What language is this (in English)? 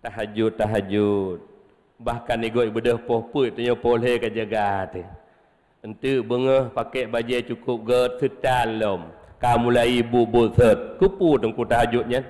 Achinese